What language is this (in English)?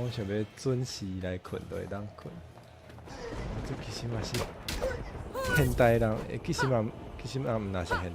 Min Nan Chinese